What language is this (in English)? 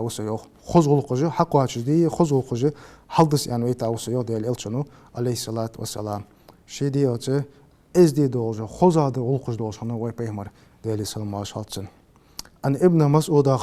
Ingush